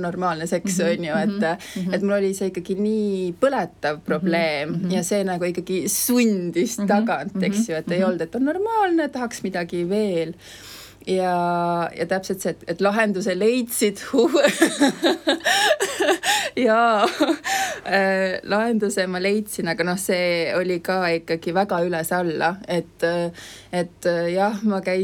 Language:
Estonian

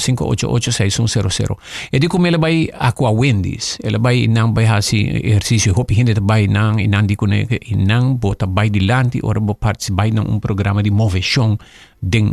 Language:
Papiamento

